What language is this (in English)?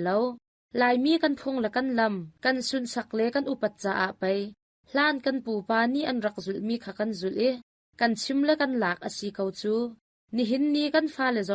Hakha Chin